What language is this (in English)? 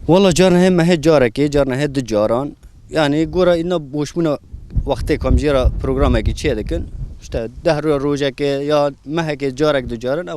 Kurdish